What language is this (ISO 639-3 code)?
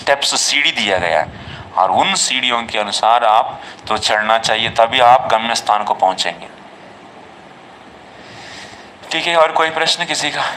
hin